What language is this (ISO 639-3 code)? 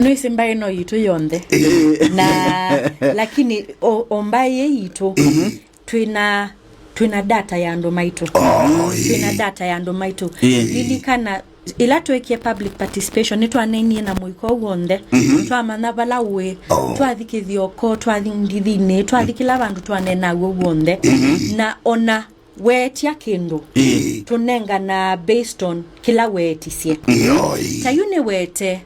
kam